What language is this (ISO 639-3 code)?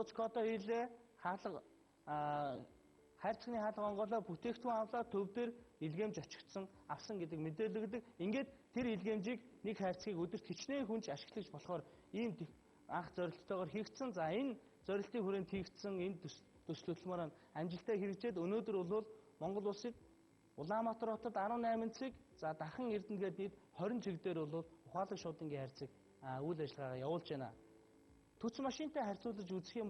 mon